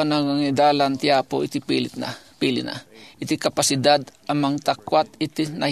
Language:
Iloko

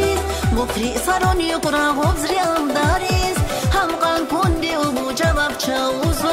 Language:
Tabassaran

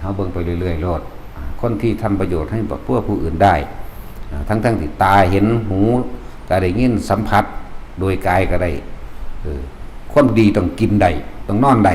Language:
Lao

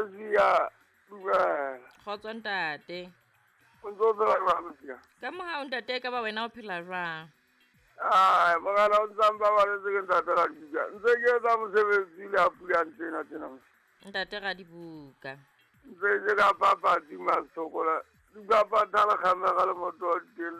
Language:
Southern Sotho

